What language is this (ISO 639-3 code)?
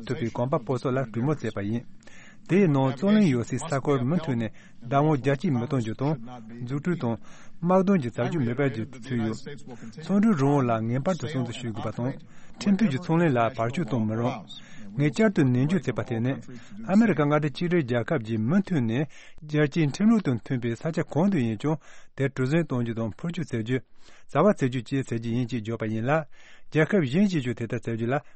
bod